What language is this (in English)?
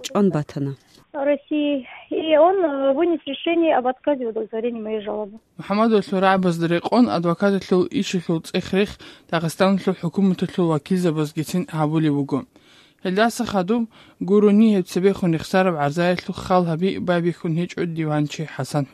Avaric